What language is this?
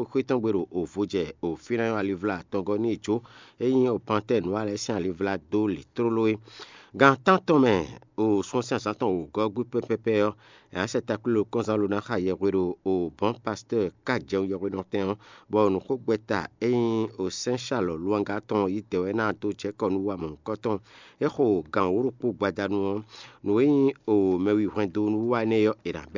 Fon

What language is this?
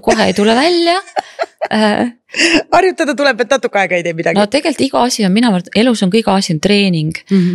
Estonian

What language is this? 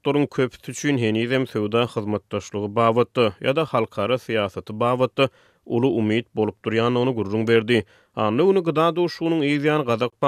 Turkmen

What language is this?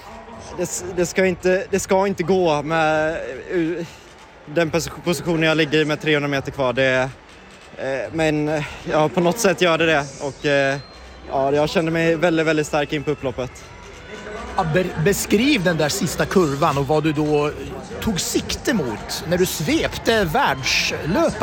Swedish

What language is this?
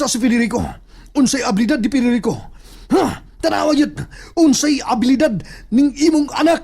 Cebuano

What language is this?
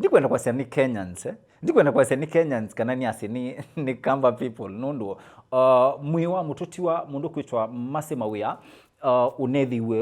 Kamba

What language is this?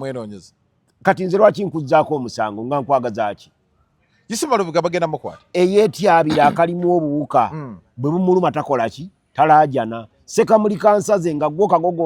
Ganda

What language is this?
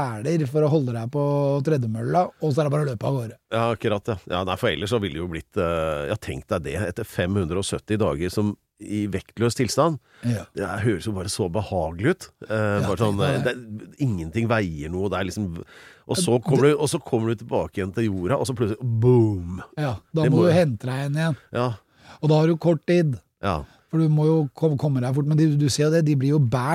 Norwegian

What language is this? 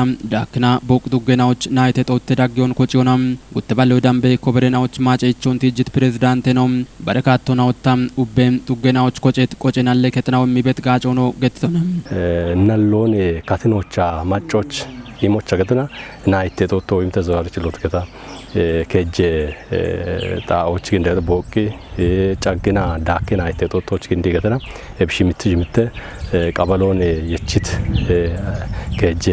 Kafa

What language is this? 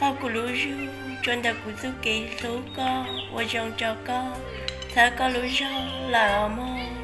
Hmong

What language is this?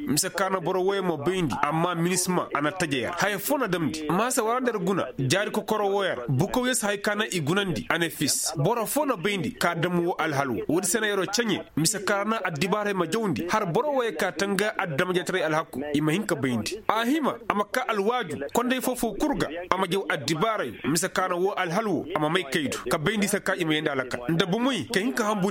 Koyraboro Senni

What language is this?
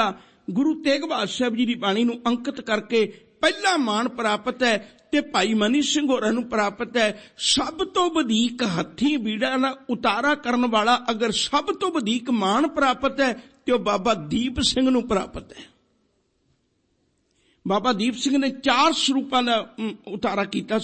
Punjabi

